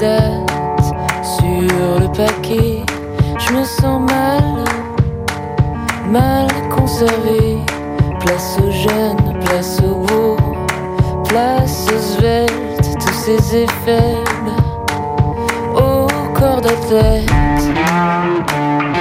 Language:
French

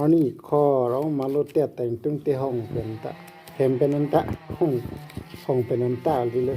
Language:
Karbi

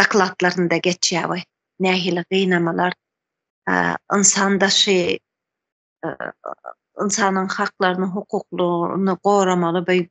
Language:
Turkmen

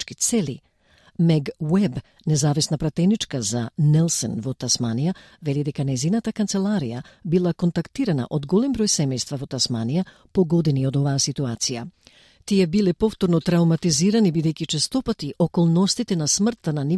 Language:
Macedonian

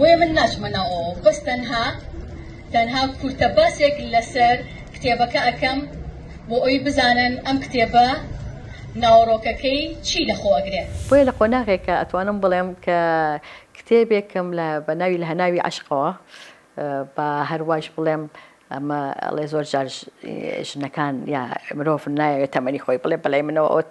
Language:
Central Kurdish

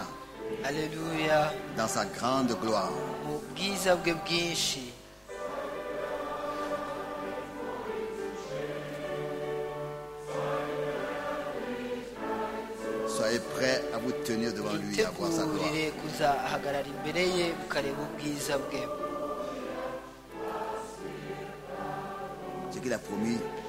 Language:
Kinyarwanda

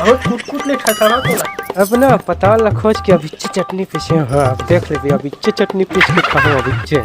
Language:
Chhattisgarhi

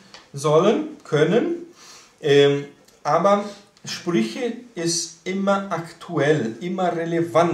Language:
German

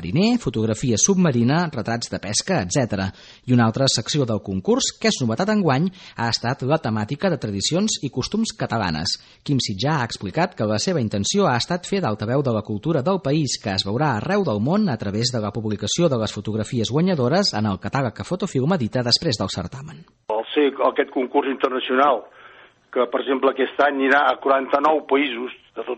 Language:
Catalan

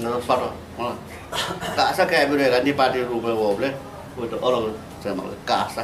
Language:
Newari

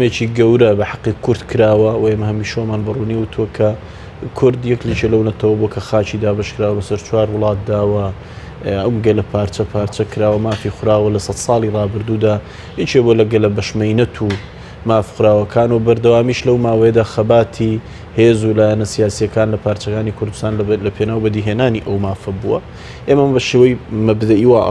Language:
Central Kurdish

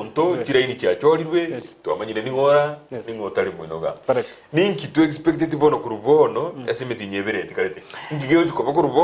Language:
Gusii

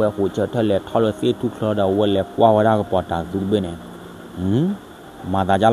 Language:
S'gaw Karen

